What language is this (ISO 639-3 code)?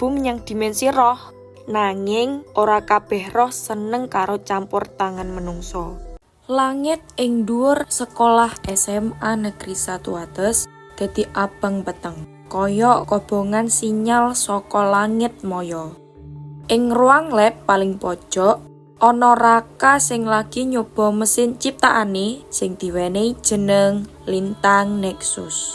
jav